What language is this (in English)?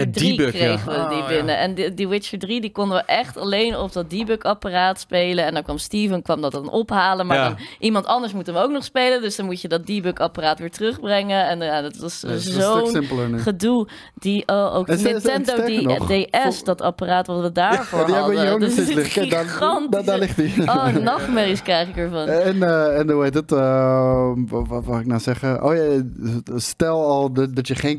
Dutch